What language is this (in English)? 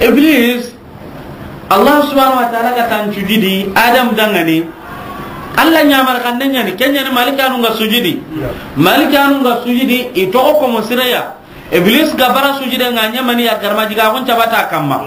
Soninke